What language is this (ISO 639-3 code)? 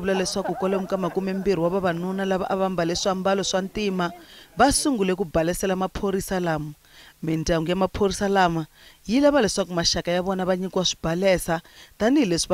tso